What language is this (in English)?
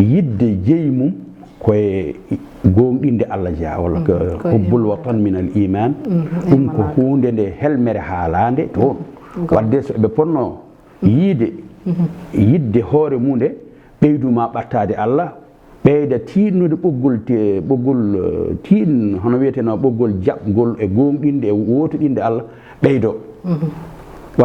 Fula